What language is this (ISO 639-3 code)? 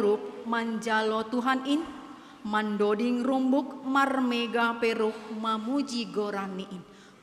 bts